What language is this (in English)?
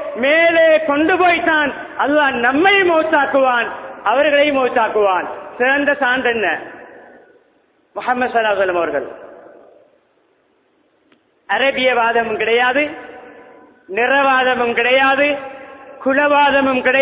Tamil